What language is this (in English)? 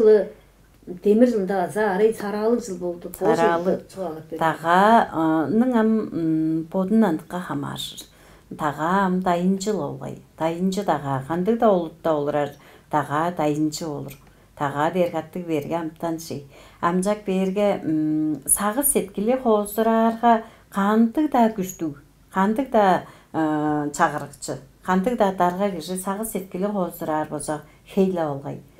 Tuvinian